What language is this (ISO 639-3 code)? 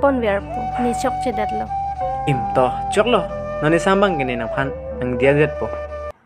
mjw